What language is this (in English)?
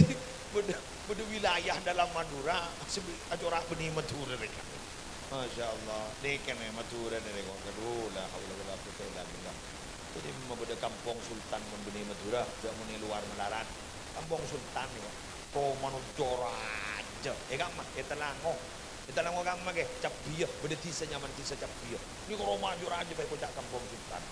Madurese